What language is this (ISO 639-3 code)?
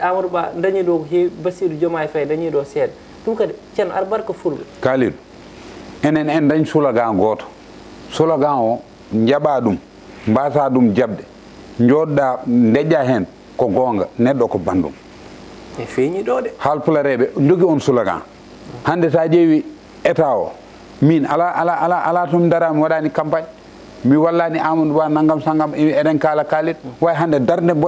ful